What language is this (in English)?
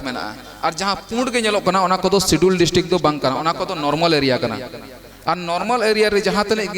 Santali